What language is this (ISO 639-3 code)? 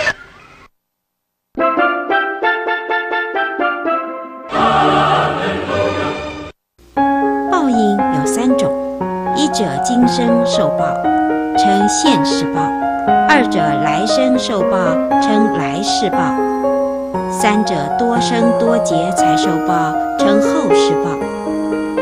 zho